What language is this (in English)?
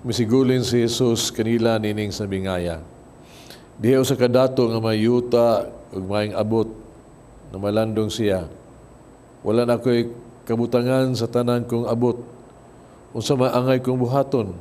Cebuano